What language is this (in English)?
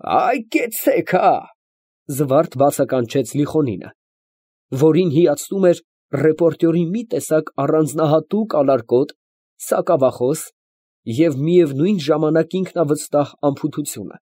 Armenian